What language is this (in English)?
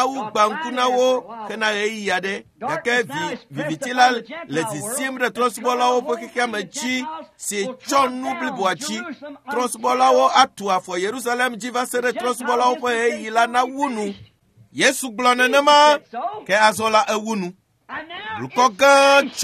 Ewe